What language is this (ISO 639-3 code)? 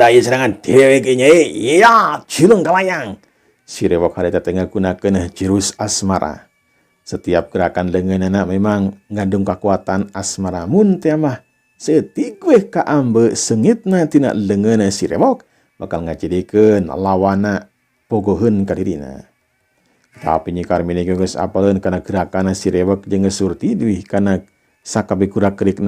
sun